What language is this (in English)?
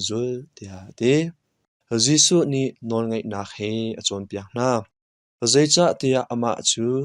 Hakha Chin